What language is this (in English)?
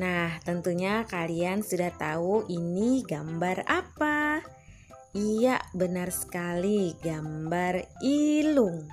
Banjar